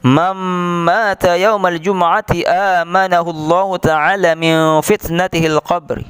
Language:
Sasak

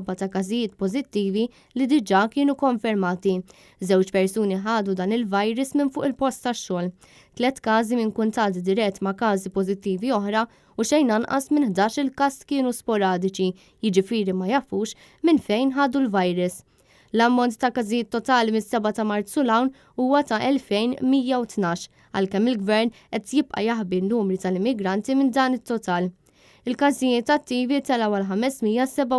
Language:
Maltese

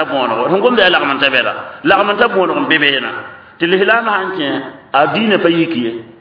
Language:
Mossi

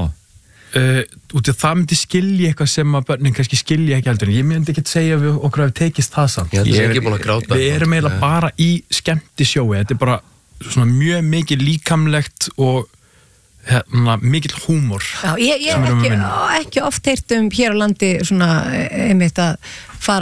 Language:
Icelandic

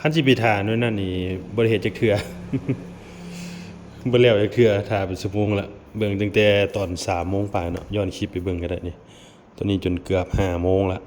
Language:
Lao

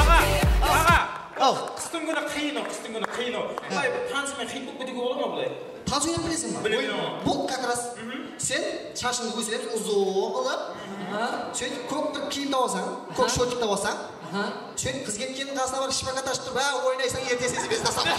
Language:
Kara-Kalpak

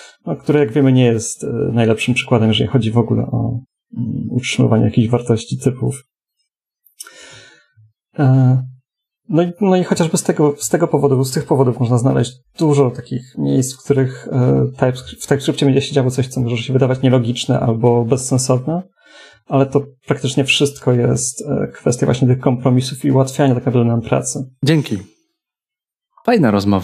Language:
Polish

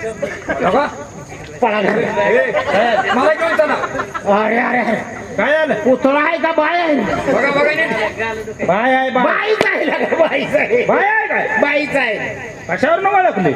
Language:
Marathi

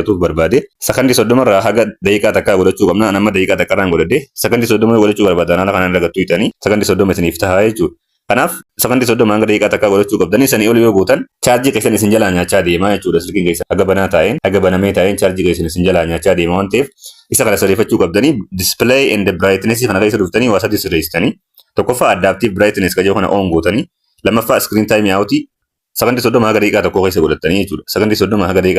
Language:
Oromo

